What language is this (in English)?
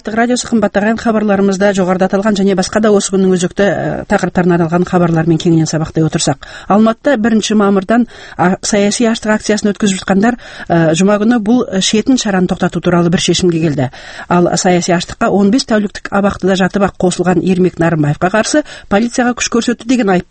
Kazakh